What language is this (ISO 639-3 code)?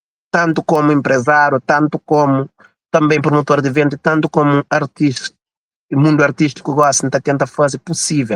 kea